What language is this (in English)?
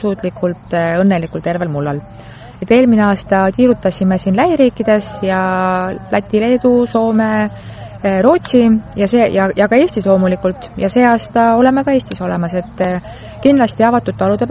Estonian